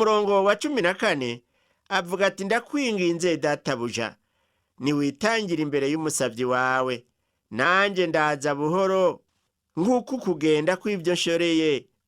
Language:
Rundi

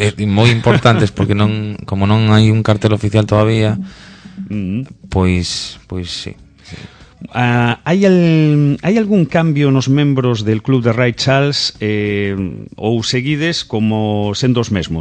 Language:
Galician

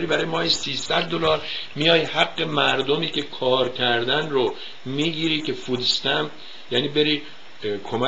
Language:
Persian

